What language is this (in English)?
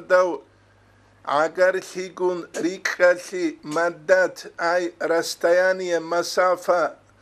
Avaric